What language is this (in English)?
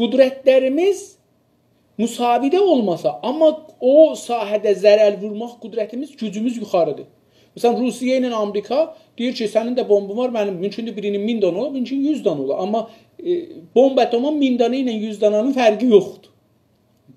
South Azerbaijani